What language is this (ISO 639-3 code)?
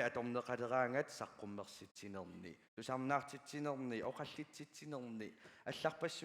kal